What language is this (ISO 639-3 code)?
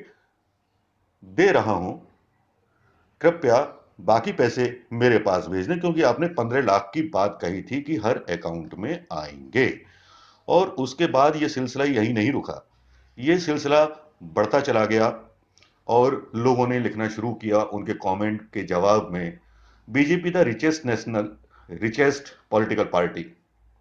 hin